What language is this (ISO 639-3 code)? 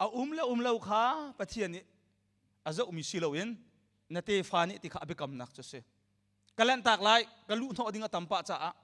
cnh